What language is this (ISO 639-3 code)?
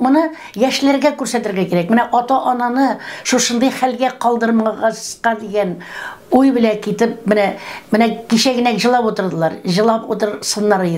tat